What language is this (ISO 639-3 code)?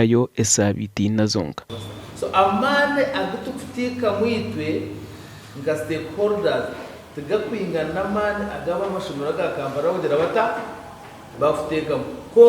nyn